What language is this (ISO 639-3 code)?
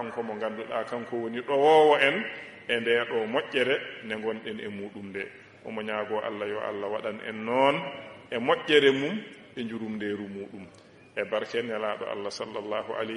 ful